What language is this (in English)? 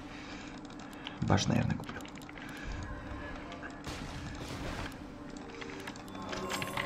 Russian